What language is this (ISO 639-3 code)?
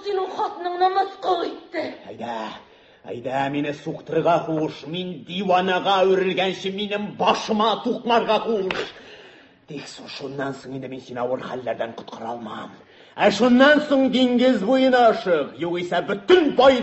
tat